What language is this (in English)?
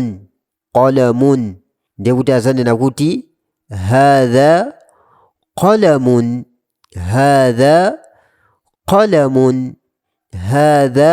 Nyanja